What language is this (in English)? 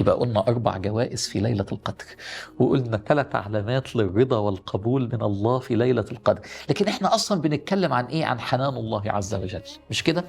Egyptian Arabic